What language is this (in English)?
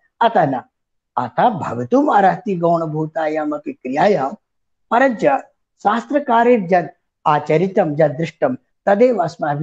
Sanskrit